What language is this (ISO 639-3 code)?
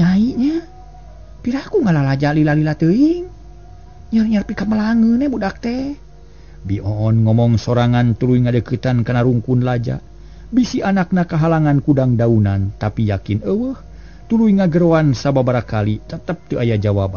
sun